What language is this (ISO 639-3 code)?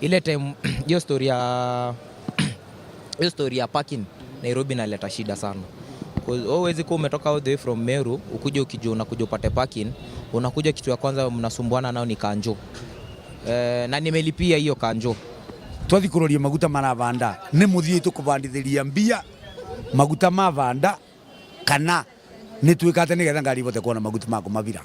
mer